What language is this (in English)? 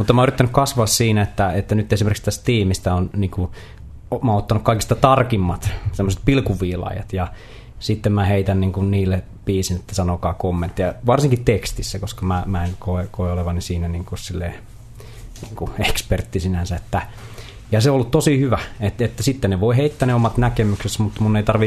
Finnish